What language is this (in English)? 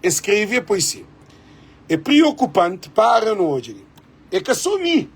Kabuverdianu